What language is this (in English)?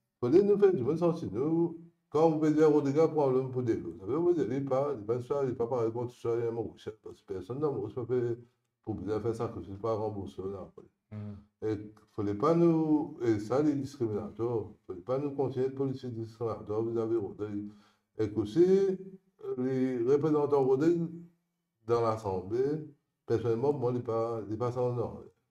Morisyen